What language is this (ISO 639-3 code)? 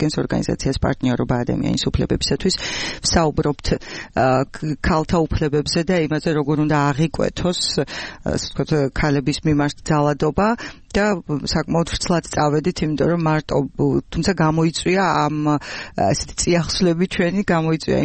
kat